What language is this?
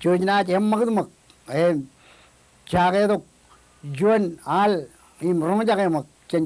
Marshallese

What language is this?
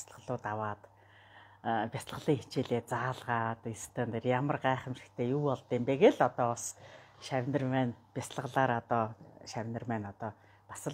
Mongolian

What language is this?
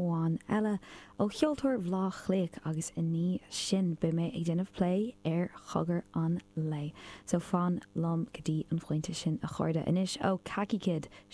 Irish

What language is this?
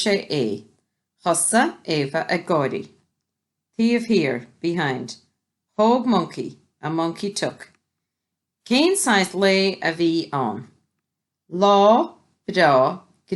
Irish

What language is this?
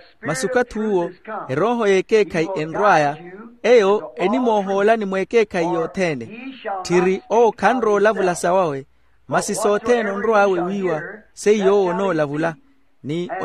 Makhuwa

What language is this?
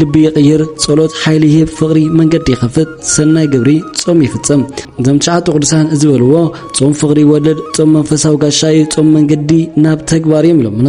Tigrinya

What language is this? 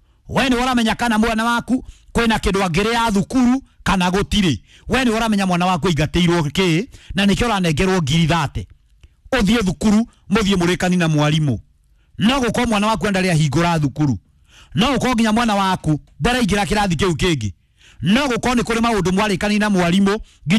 Kikuyu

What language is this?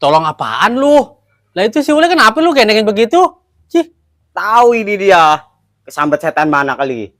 Betawi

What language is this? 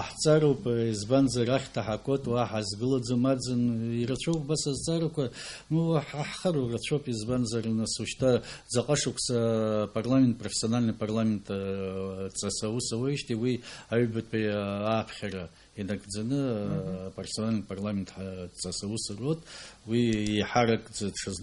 Abkhazian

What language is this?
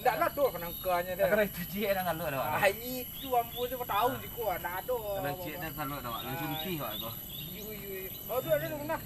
Minangkabau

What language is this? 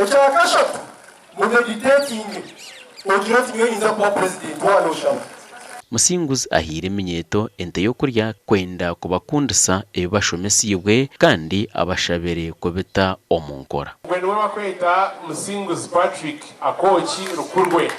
Nyankole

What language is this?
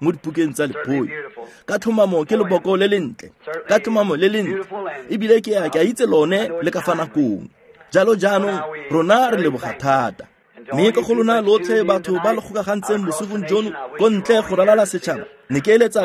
Tswana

